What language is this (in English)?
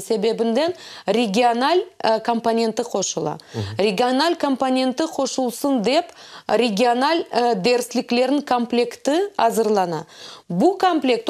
Crimean Tatar